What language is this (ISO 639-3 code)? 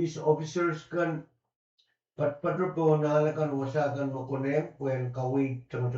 pon